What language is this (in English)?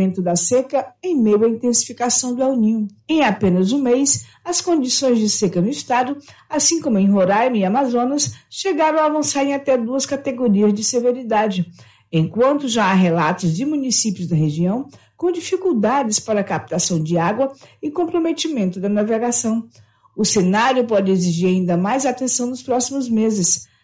Portuguese